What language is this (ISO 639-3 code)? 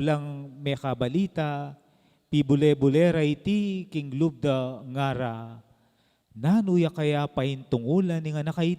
pam